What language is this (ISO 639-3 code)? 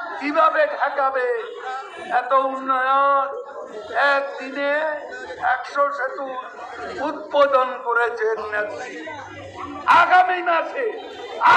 ben